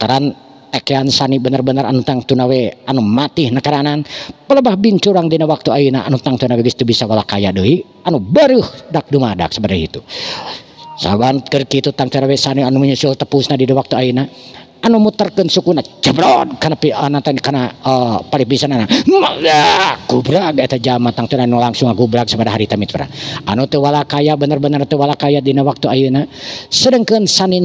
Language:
Sundanese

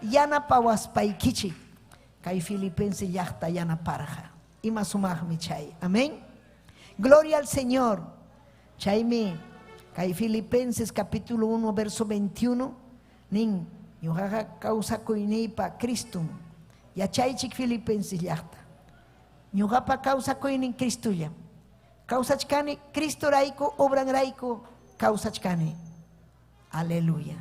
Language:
Ayacucho Quechua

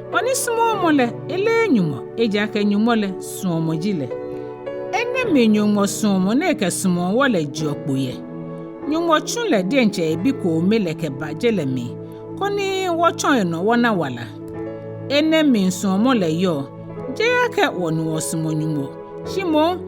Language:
Ga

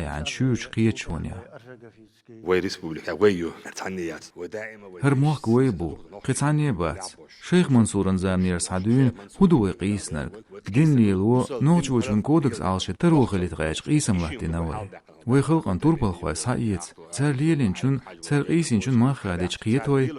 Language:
Chechen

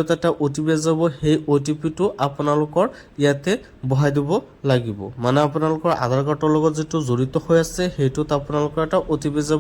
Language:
Assamese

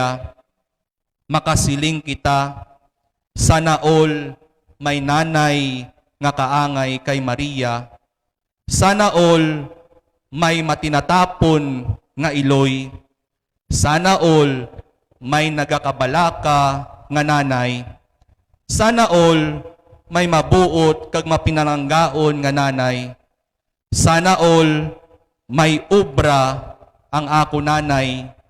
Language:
Hiligaynon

